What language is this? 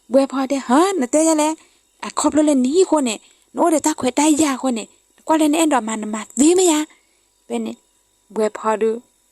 S'gaw Karen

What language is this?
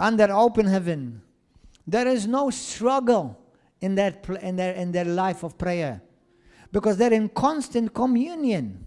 English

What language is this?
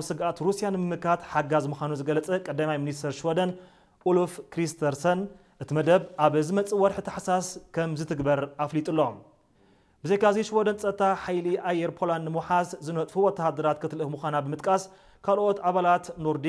Tigrinya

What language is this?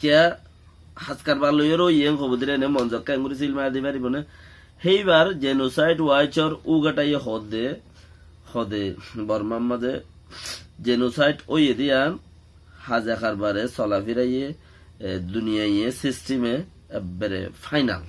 Rohingya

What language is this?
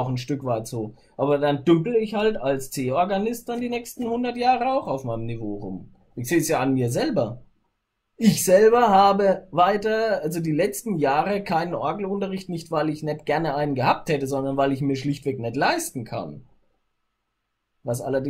German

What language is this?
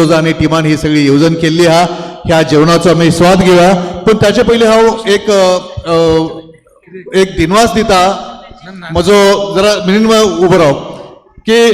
Konkani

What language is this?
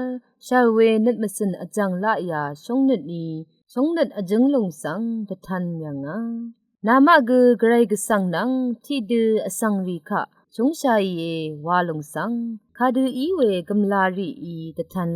Rawang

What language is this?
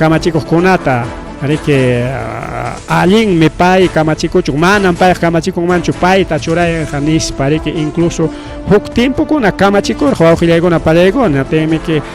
Ayacucho Quechua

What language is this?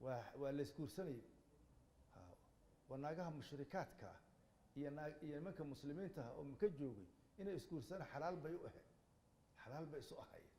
Somali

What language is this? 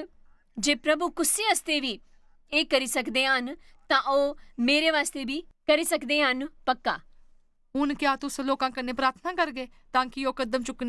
Dogri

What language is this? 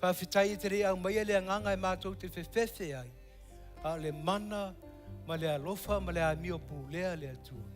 Samoan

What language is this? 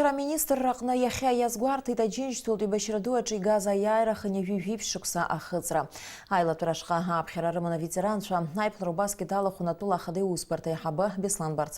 Abkhazian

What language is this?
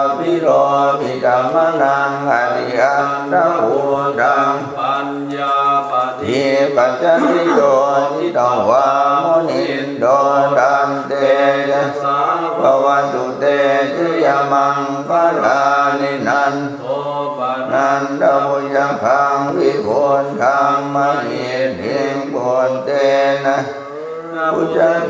Pali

